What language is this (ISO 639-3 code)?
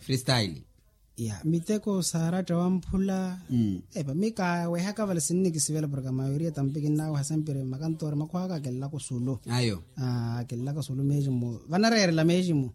vmw